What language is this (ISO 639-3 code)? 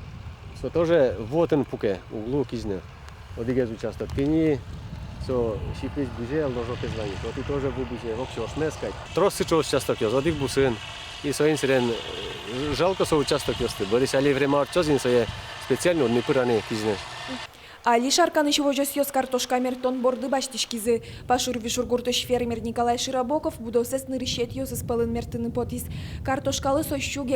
udm